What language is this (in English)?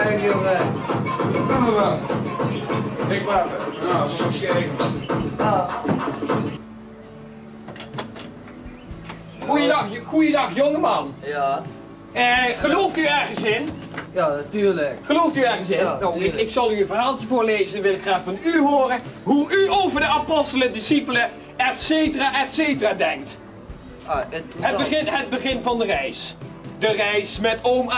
Dutch